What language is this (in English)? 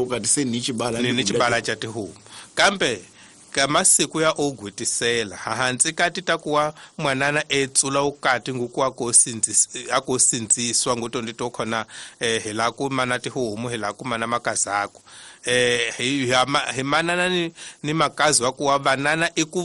Tsonga